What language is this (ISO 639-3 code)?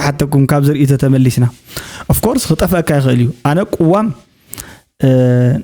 tir